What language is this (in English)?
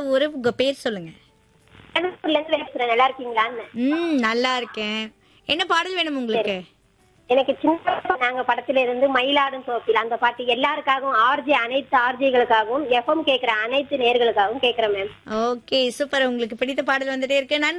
Tamil